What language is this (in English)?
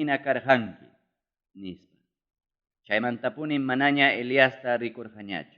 Ayacucho Quechua